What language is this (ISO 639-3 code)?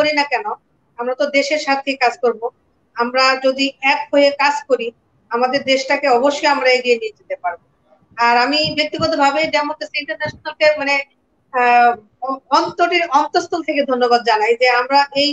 ben